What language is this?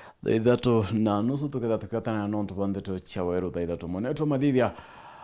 Meru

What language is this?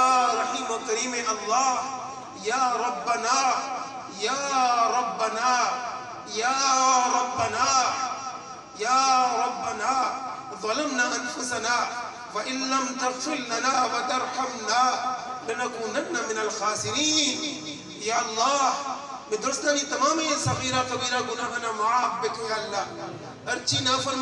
Eastern Balochi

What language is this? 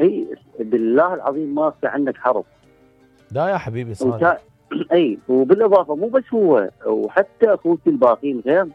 Mesopotamian Arabic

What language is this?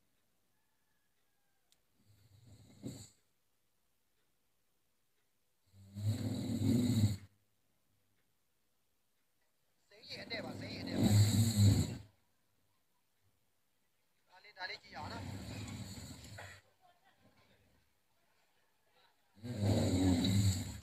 Burmese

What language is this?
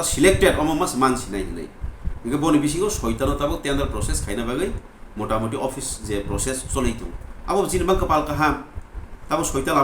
Kok Borok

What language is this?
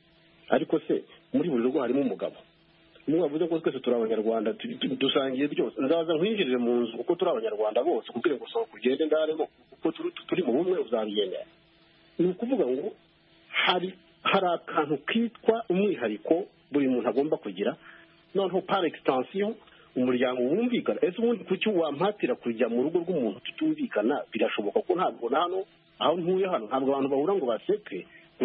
Kinyarwanda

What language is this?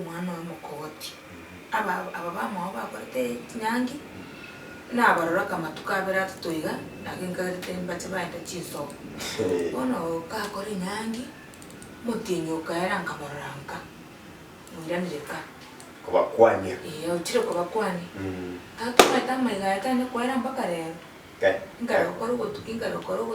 Gusii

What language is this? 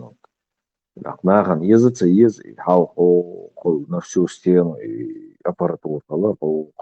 Chechen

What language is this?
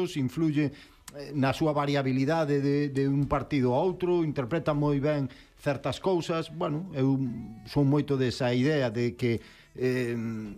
Galician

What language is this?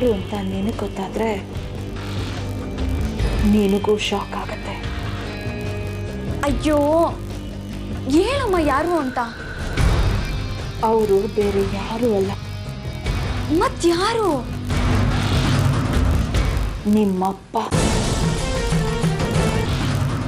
Kannada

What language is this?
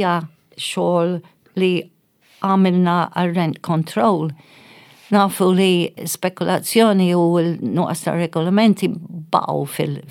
Maltese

